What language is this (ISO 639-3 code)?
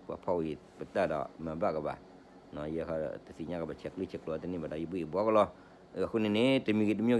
ksw